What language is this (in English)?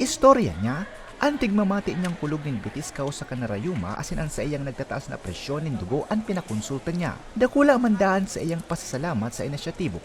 Bikol